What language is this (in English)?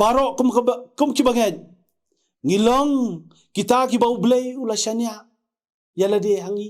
Khasi